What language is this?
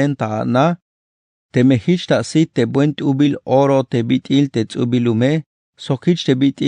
Tzeltal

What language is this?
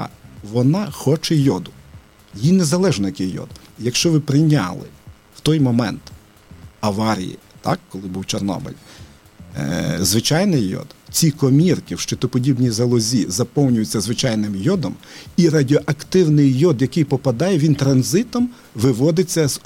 Ukrainian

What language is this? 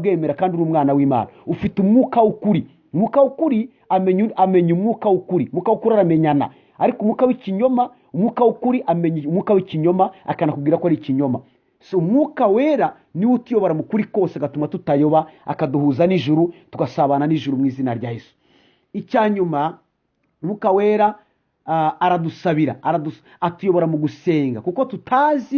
Kinyarwanda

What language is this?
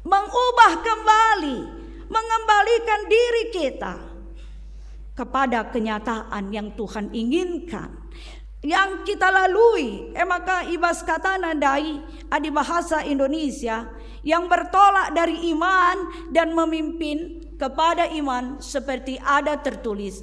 Batak Karo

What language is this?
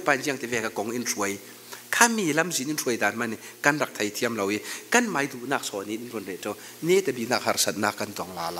Falam Chin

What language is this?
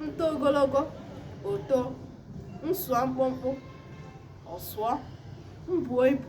Igbo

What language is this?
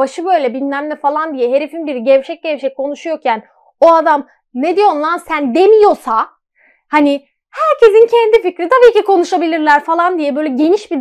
Turkish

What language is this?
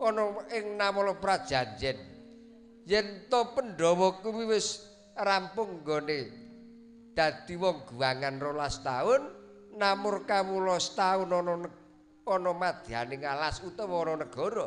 Javanese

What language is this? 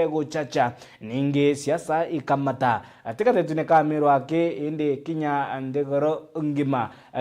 Meru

